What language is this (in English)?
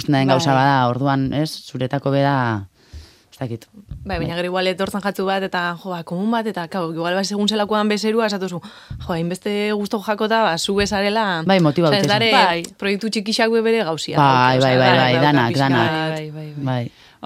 Basque